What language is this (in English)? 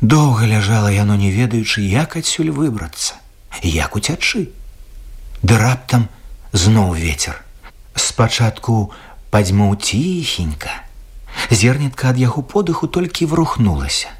Belarusian